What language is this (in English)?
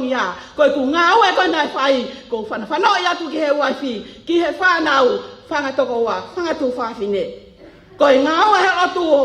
Tongan